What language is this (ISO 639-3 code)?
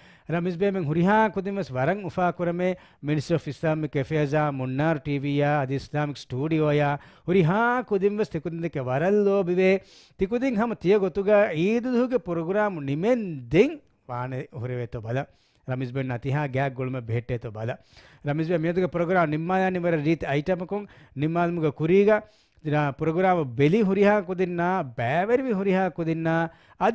div